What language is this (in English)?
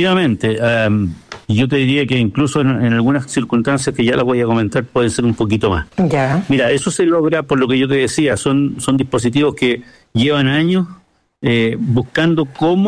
Spanish